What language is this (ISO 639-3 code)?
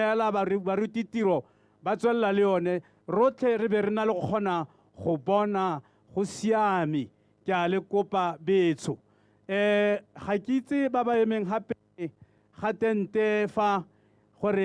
tsn